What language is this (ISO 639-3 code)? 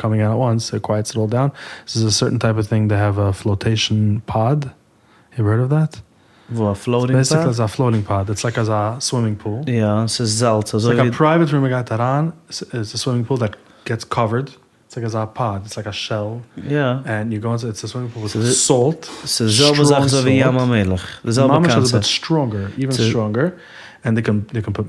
yid